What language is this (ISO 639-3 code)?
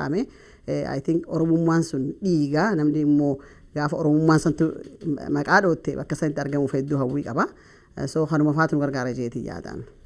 orm